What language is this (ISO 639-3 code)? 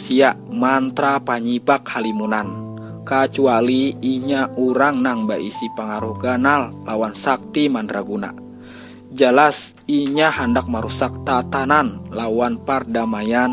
bjn